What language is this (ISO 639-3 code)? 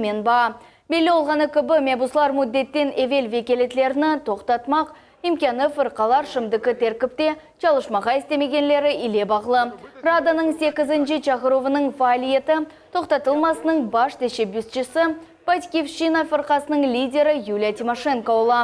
crh